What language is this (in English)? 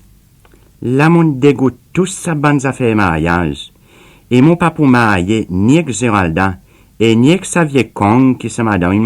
Seselwa Creole French